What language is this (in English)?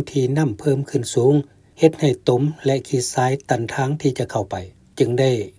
Lao